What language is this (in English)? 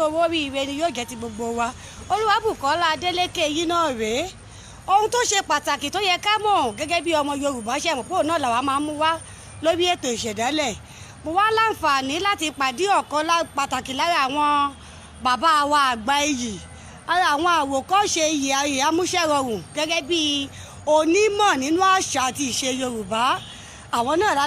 Yoruba